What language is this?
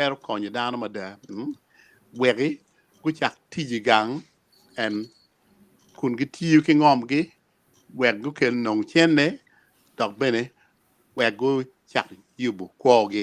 Acoli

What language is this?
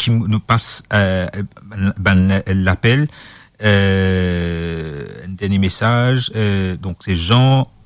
Morisyen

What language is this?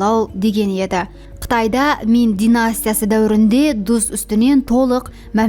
Kara-Kalpak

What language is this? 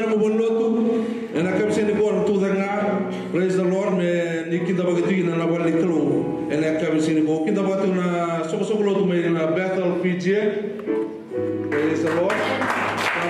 Fijian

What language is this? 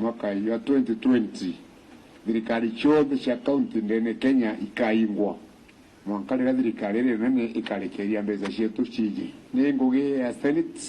Meru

